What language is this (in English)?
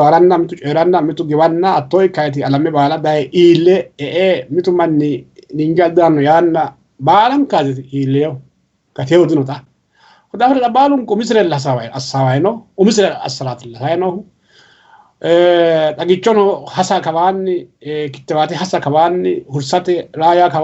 Sidamo